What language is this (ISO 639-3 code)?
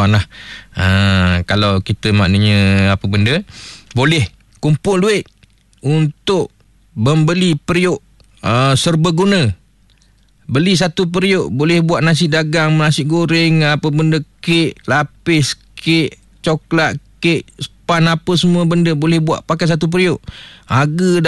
msa